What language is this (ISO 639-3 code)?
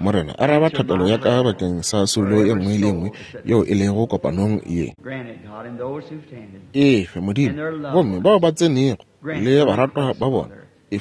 nso